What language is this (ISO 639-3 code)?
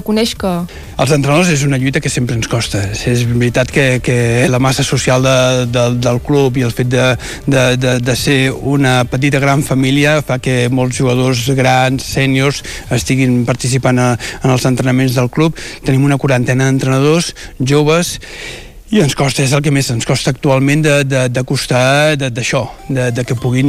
cat